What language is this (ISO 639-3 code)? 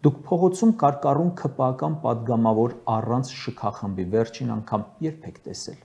hye